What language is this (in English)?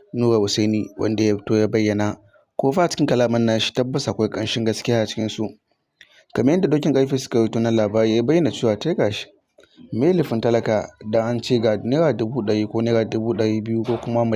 Hausa